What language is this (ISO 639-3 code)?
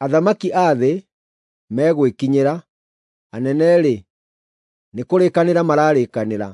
kik